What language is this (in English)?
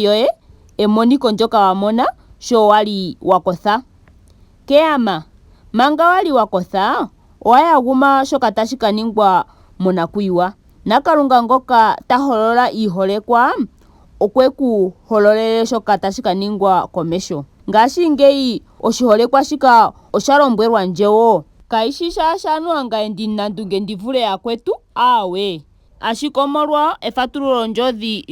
Ndonga